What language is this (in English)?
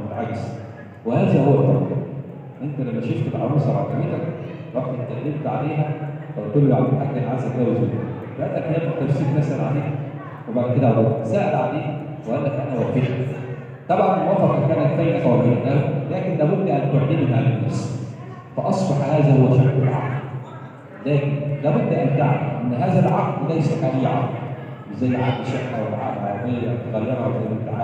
Egyptian Arabic